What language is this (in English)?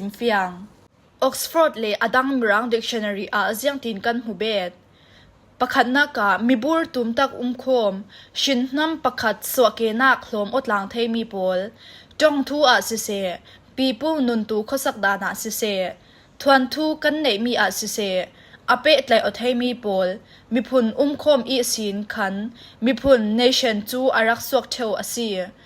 Falam Chin